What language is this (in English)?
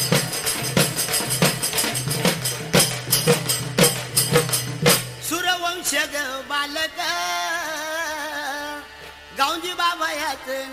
Marathi